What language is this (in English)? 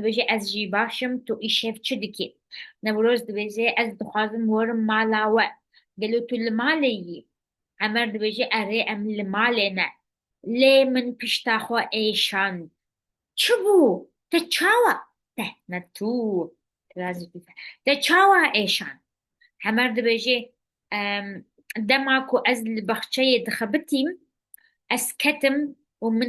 Kurdish